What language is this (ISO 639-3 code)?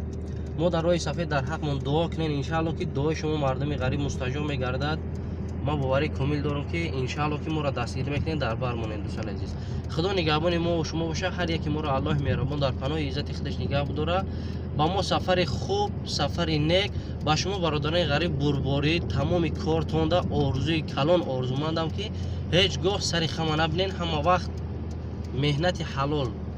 tgk